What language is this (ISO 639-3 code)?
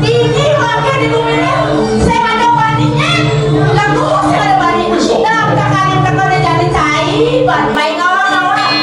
ban